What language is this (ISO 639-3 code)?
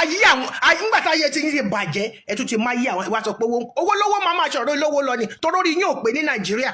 yor